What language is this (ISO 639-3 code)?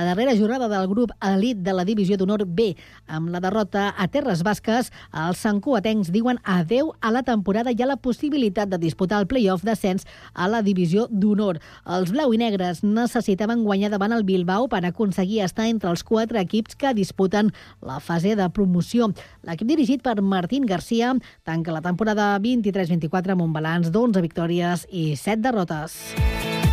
cat